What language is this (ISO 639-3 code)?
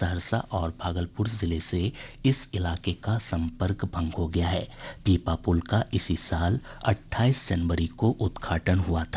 hin